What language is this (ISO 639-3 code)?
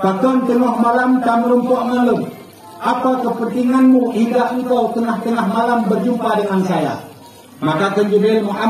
ace